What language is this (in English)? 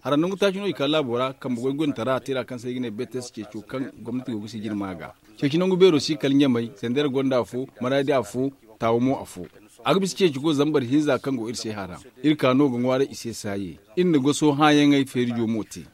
Zarma